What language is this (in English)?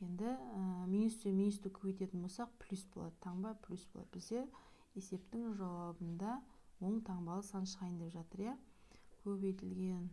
Kazakh